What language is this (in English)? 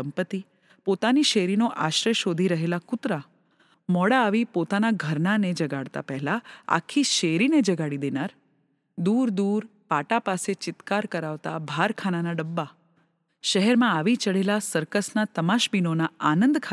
Gujarati